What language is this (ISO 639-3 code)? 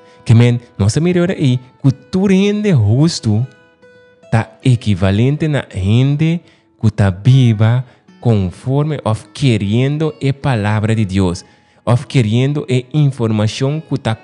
pap